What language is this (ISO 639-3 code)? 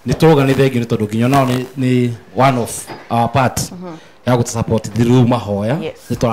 kik